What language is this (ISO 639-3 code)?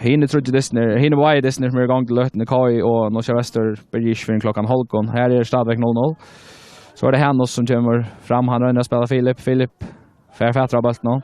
fao